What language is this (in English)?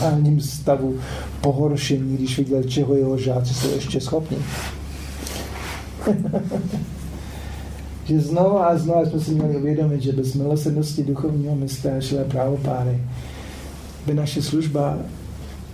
Czech